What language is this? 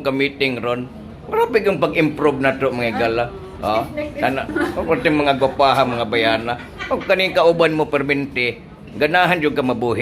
Cebuano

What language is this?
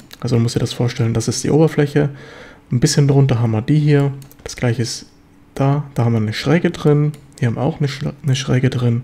German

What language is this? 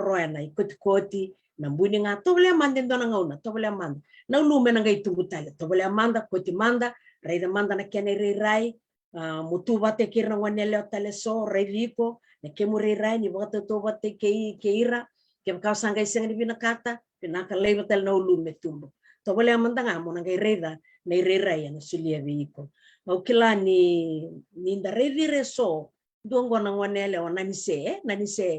Fijian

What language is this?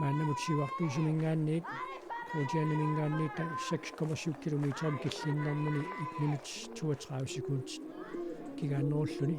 Kalaallisut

